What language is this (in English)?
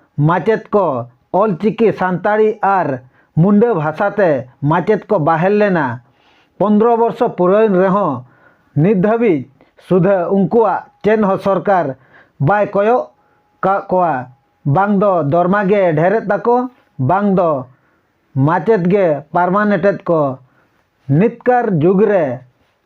Santali